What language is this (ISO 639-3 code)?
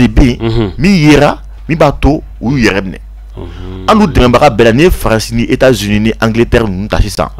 bam